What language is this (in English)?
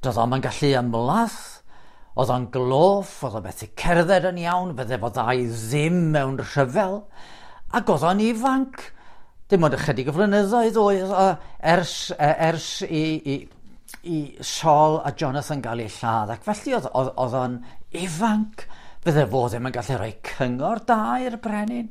Welsh